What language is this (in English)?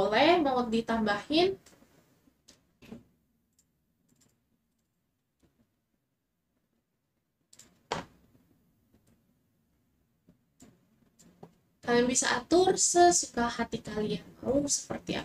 Indonesian